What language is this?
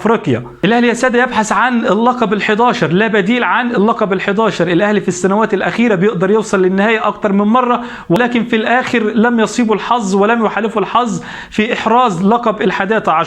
Egyptian Arabic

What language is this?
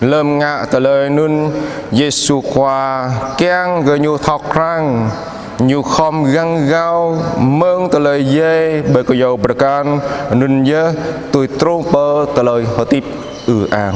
Jarai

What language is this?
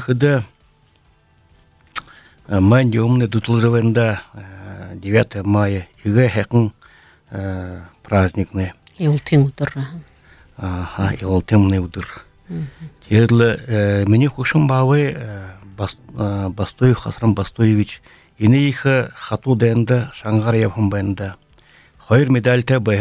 Buriat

